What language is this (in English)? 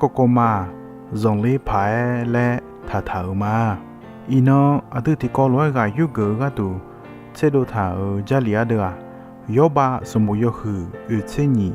Akha